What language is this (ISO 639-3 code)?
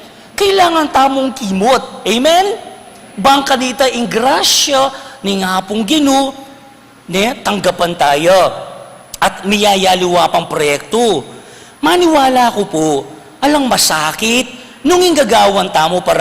pam